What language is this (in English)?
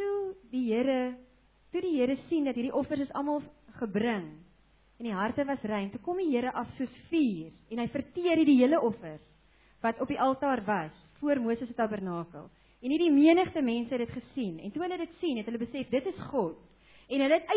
Afrikaans